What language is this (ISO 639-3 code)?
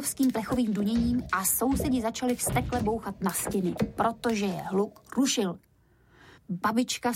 ces